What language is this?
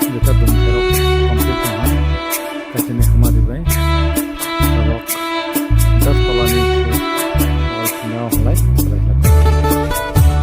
Kok Borok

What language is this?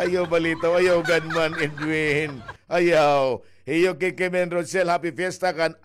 Waray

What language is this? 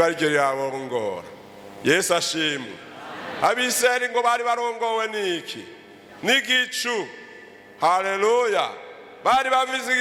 Rundi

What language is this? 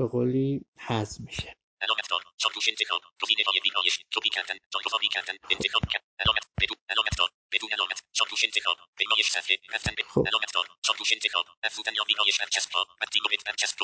Persian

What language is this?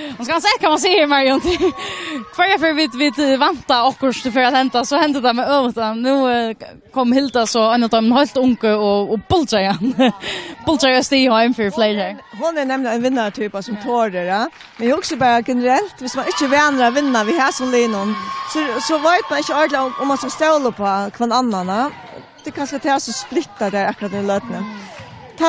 Faroese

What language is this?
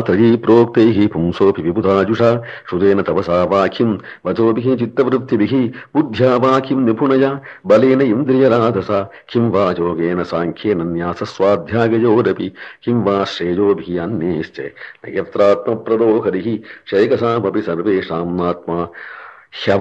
Sanskrit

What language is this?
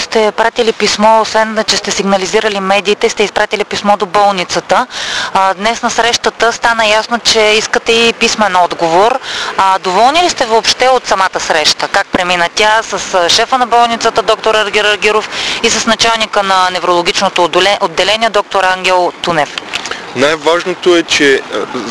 Bulgarian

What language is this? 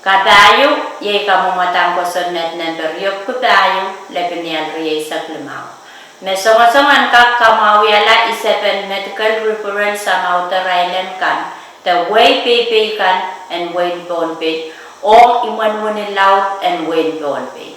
Pohnpeian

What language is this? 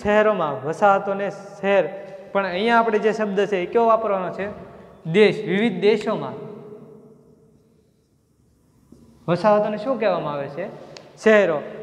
Gujarati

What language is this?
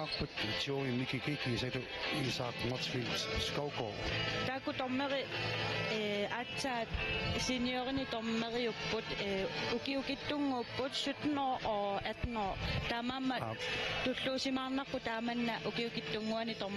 Kalaallisut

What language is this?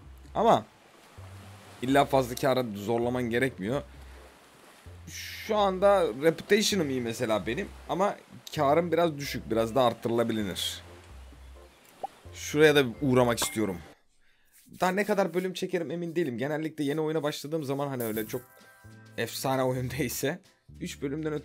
Turkish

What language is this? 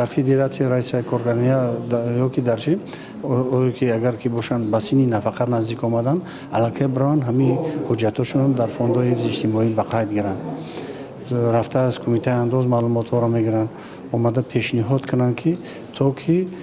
Tajik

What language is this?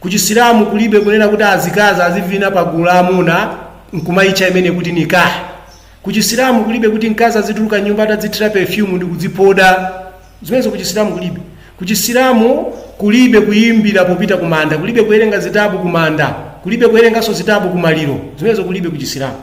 Nyanja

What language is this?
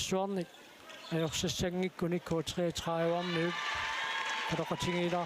Kalaallisut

